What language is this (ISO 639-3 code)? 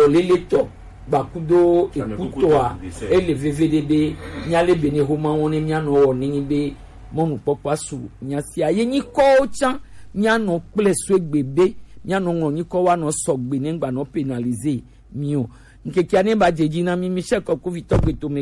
gej